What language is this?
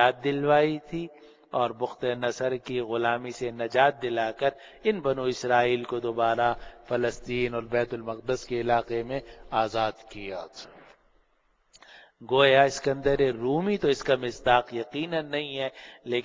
Urdu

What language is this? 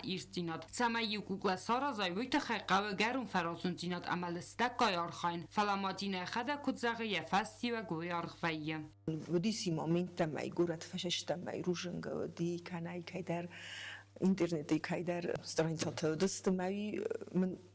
Ossetic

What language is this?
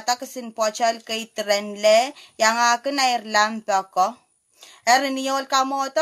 Pohnpeian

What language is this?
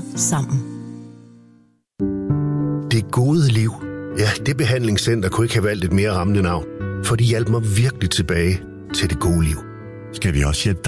Danish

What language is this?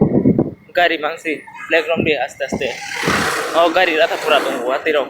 Kok Borok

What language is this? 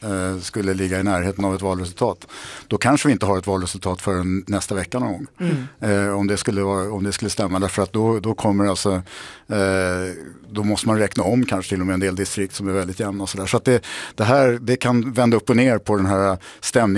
Swedish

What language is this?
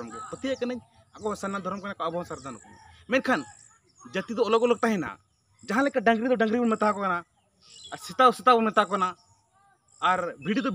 Santali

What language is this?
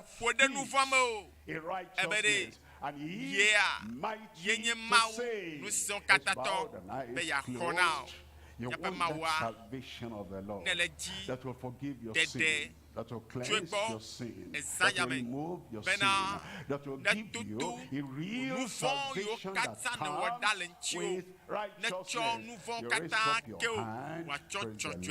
Ewe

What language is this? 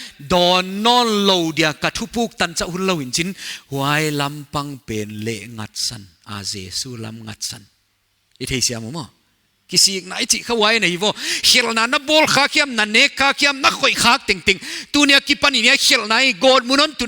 Paite Chin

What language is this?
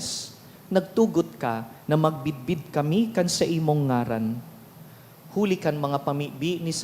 Bikol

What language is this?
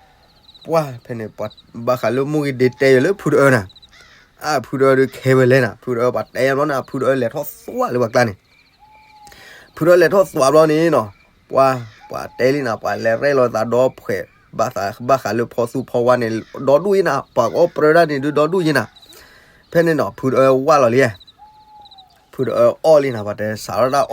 S'gaw Karen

